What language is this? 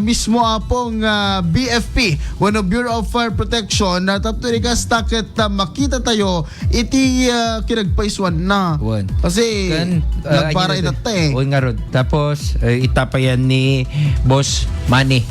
Iloko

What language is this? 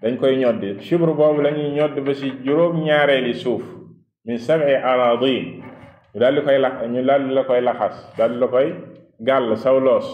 Wolof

